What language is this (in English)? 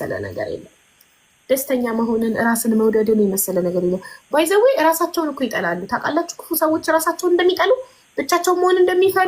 Amharic